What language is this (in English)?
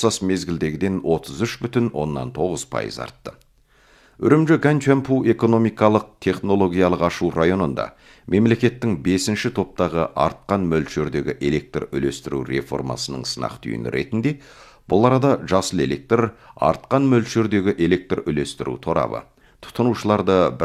Kazakh